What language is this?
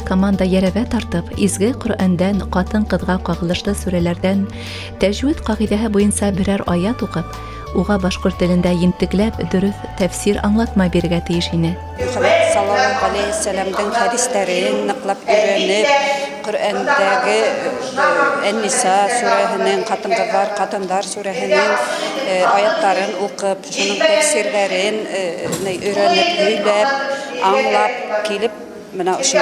Bashkir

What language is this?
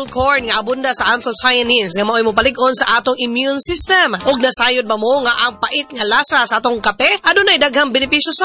Cebuano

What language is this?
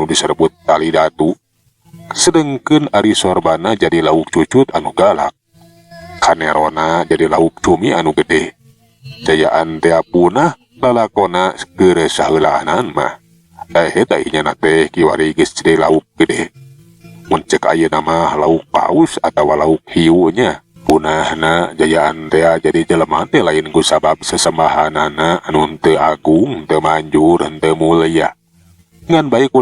Sundanese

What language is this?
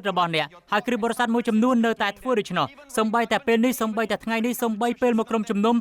Khmer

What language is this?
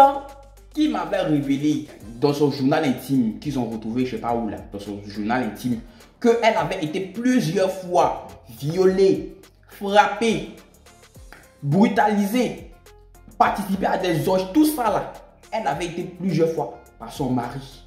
French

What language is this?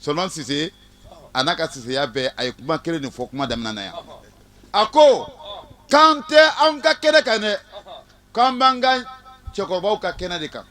Bambara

